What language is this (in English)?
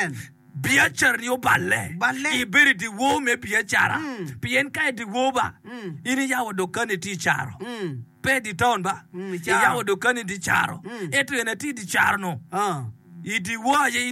Acoli